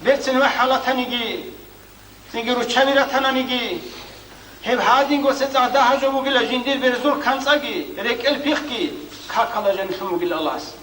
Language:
Avaric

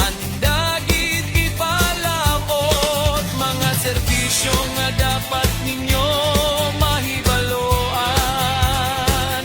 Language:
Hiligaynon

